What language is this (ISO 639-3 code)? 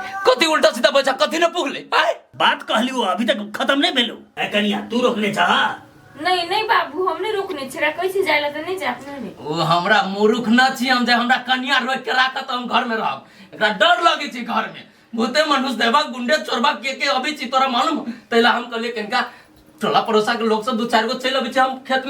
mai